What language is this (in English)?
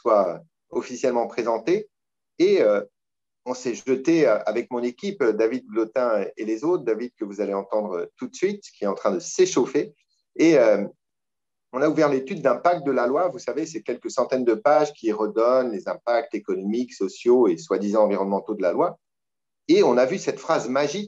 French